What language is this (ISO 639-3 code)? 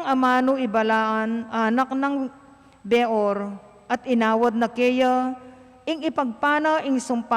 pam